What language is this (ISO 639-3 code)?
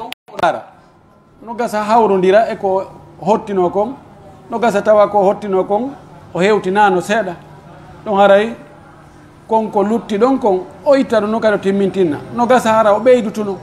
fuf